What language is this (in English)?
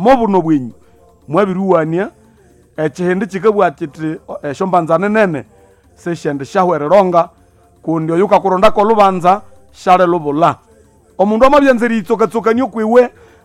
Nande